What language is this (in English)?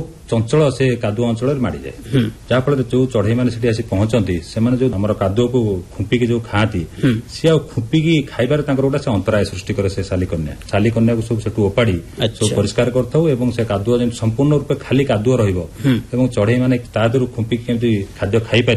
Odia